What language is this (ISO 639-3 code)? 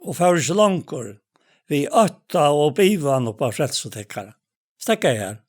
fao